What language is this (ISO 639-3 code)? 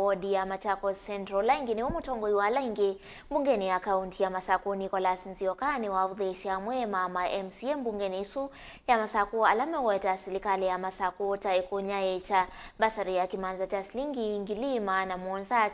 kam